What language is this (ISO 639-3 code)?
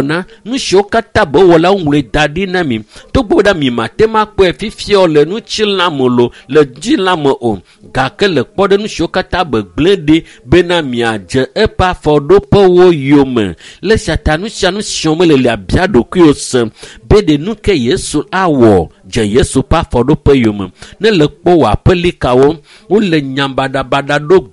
ewe